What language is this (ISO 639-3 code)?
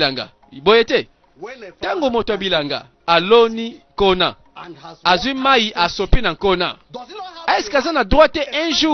lin